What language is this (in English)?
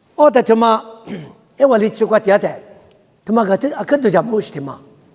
Lisu